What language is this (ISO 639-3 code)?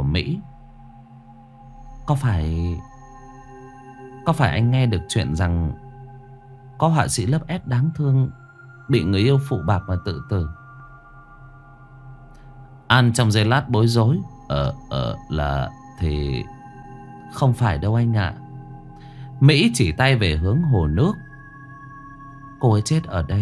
vie